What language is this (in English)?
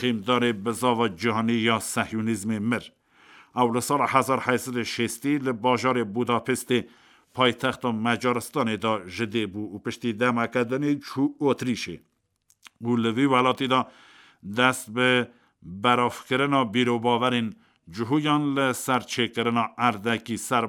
Kurdish